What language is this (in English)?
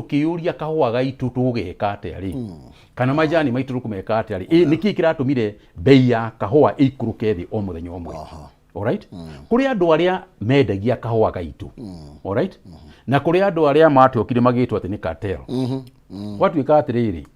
Kikuyu